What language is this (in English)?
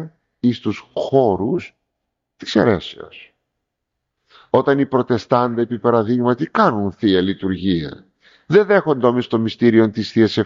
Greek